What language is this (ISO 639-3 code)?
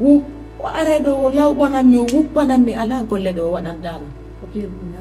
ful